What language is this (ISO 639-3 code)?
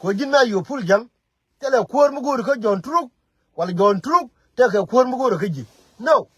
nus